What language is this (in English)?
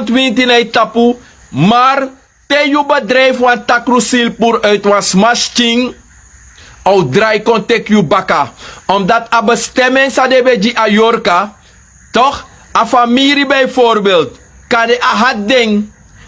Sranan Tongo